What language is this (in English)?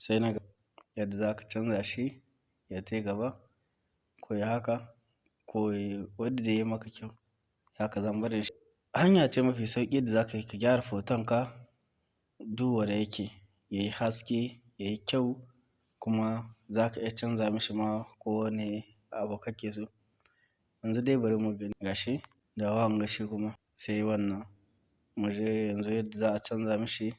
Hausa